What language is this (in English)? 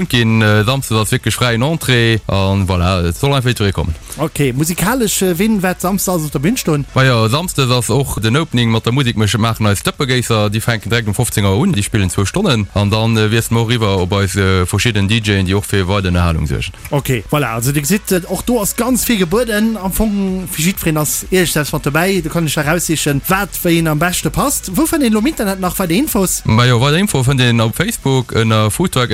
Luxembourgish